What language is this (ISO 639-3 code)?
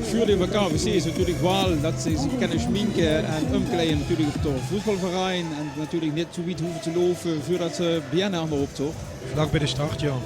lim